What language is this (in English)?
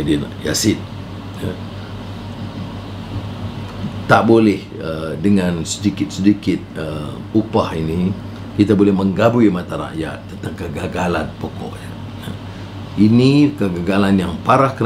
Malay